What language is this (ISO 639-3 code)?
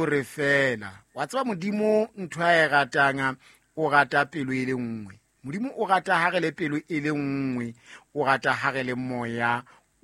sot